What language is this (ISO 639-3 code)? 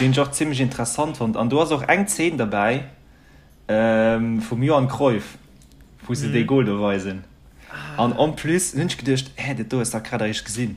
ltz